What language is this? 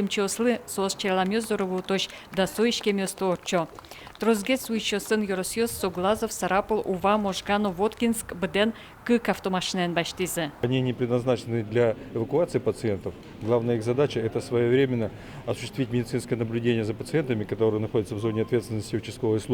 Udmurt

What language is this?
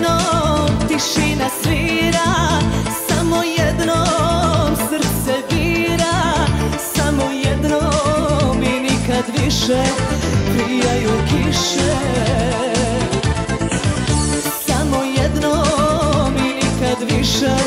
Serbian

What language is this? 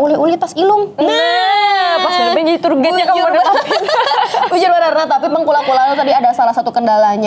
Banjar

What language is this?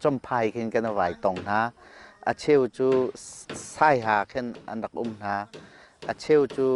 Hakha Chin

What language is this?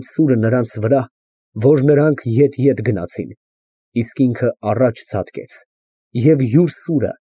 Armenian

